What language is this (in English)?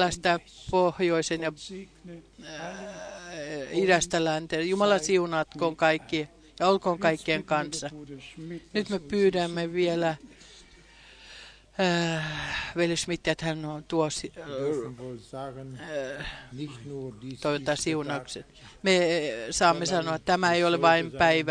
Finnish